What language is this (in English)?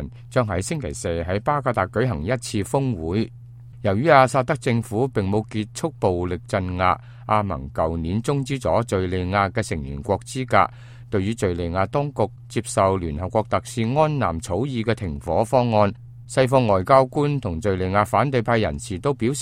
Cantonese